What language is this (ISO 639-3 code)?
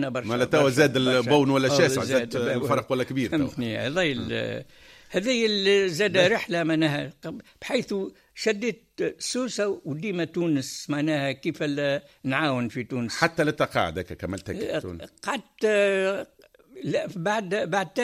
aeb